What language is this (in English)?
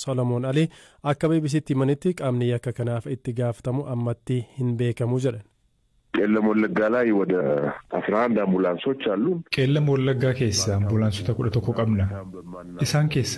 Oromo